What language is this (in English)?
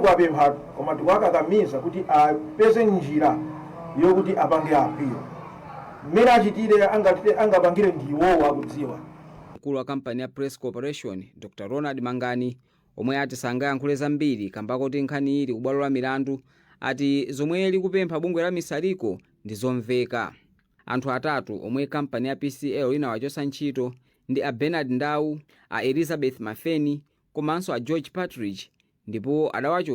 Nyanja